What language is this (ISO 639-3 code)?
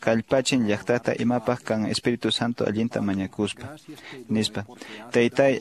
que